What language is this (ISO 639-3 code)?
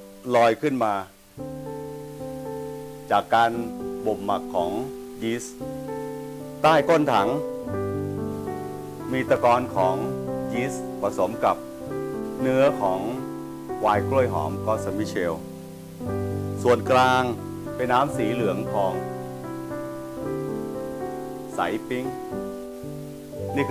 tha